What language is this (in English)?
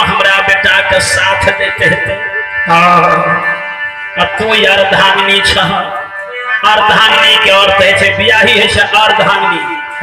Maithili